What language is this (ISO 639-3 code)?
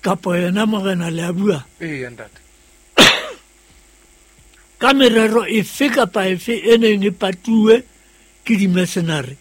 sot